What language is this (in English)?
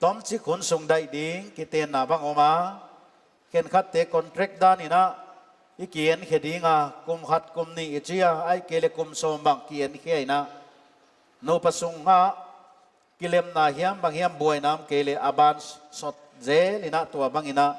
Paite Chin